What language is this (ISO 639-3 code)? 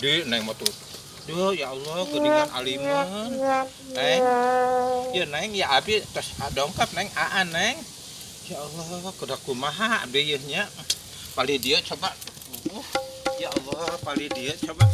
sun